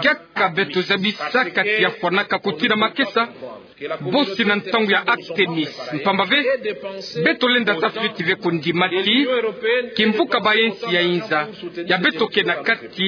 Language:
Kituba (Democratic Republic of Congo)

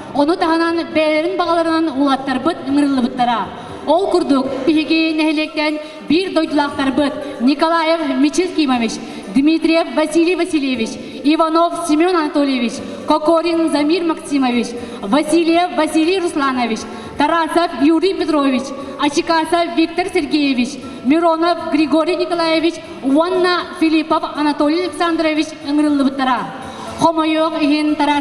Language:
Yakut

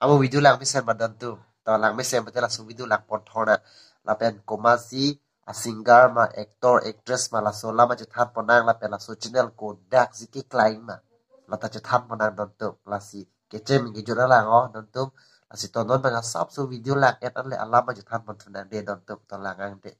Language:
Karbi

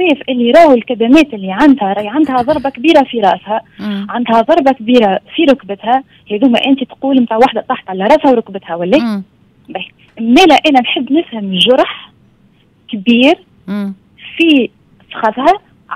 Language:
Tunisian Arabic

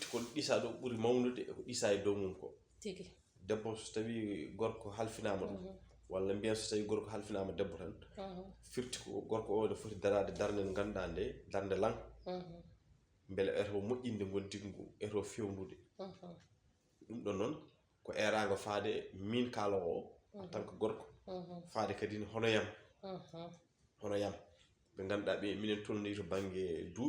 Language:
Fula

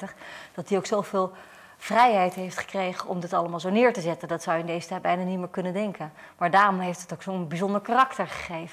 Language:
Dutch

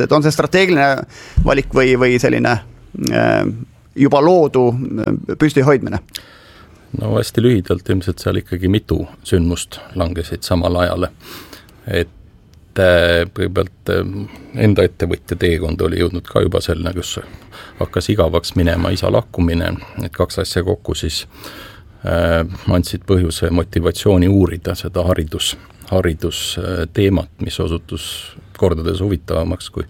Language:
Estonian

